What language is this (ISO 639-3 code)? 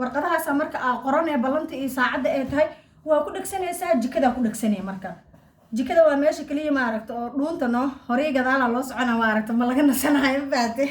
som